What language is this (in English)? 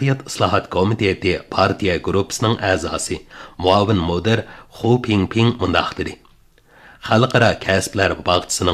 Uyghur